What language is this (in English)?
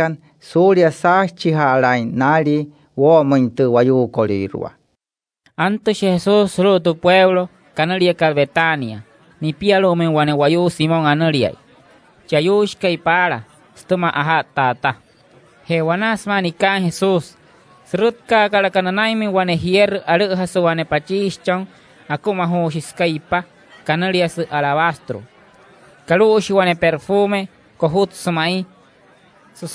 Wayuu